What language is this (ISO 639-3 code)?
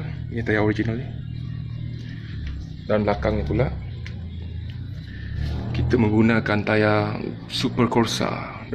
msa